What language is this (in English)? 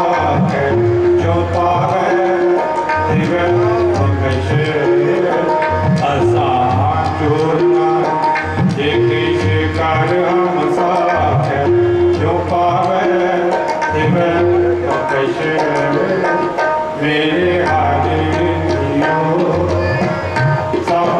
Punjabi